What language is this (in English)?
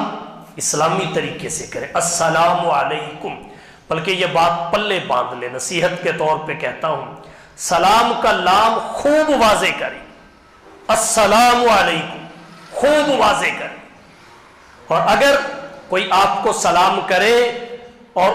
Urdu